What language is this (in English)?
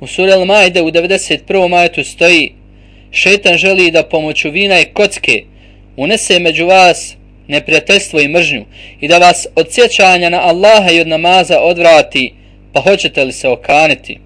Bosnian